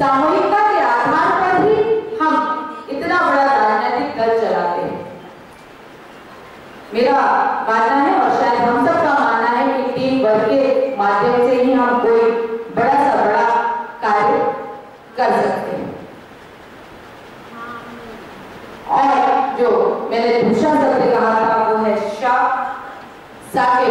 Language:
Hindi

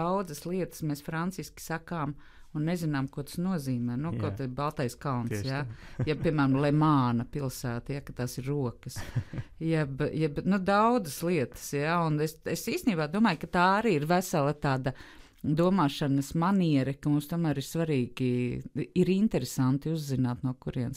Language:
Latvian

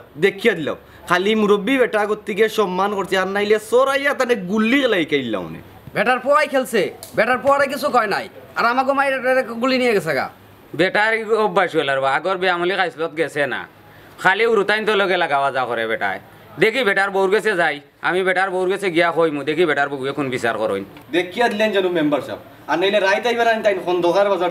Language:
Sylheti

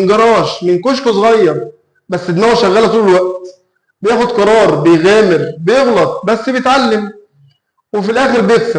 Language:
Egyptian Arabic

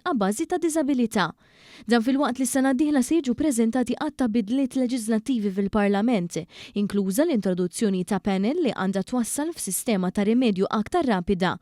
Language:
Maltese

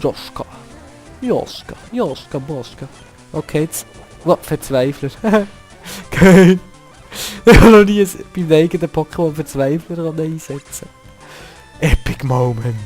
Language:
Swiss German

